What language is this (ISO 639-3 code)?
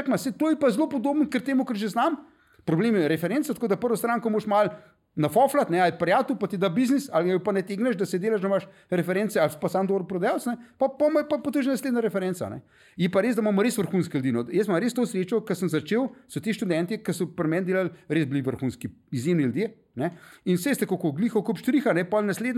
slv